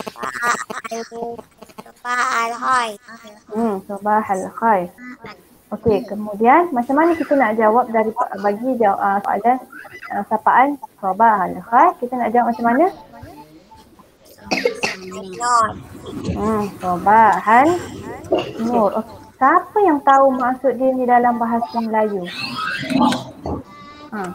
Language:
Malay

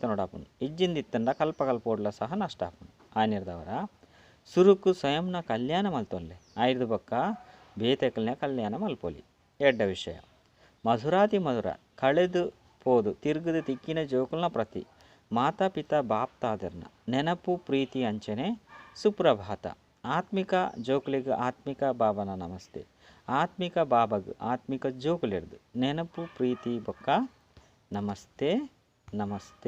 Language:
Tulu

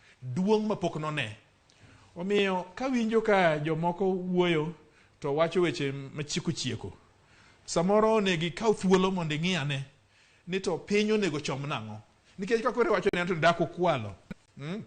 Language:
Luo (Kenya and Tanzania)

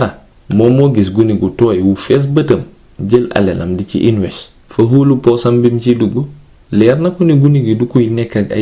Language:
Wolof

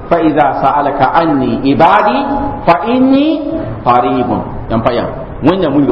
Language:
Mossi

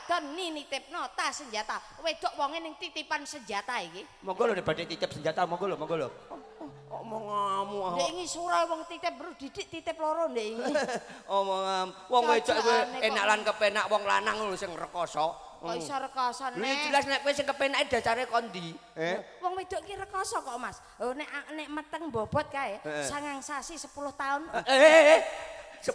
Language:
Javanese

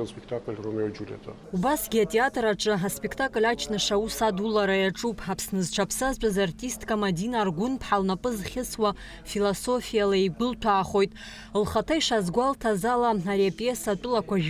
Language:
Abkhazian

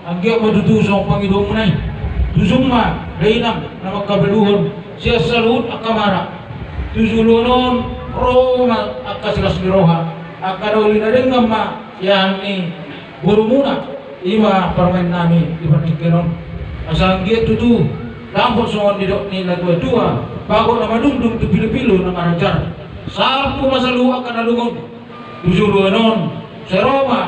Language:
Batak Toba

